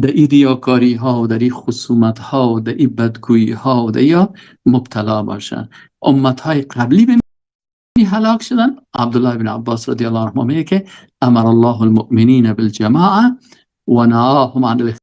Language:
Persian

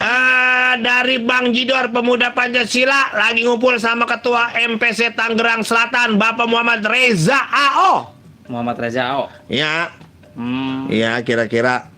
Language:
Betawi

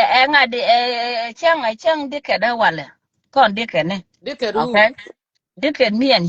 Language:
Nuer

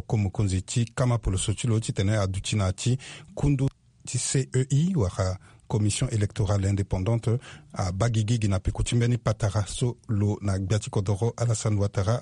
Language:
Sango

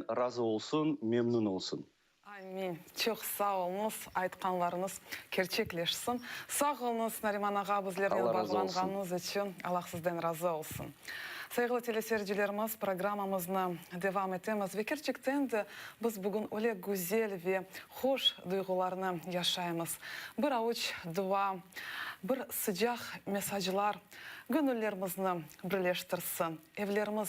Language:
Crimean Tatar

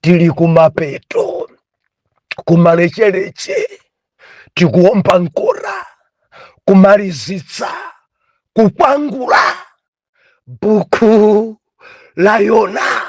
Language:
Nyanja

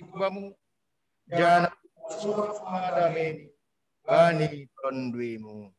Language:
Batak Simalungun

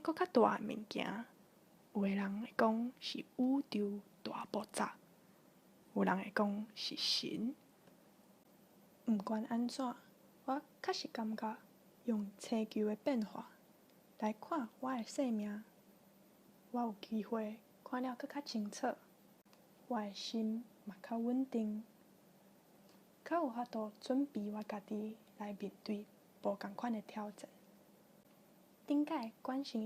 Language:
Min Nan Chinese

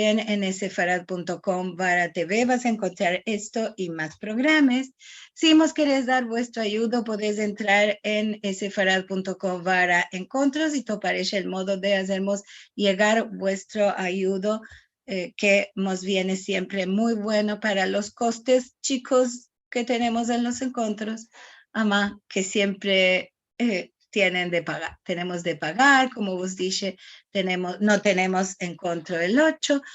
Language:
Ladino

